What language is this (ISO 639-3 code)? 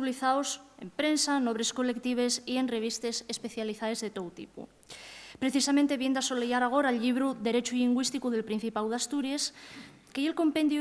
ast